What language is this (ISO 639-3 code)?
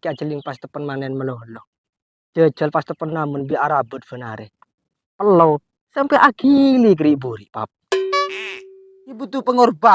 mad